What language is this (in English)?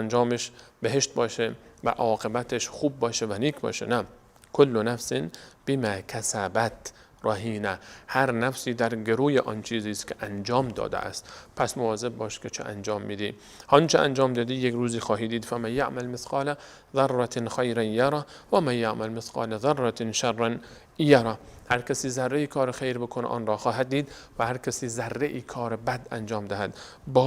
Persian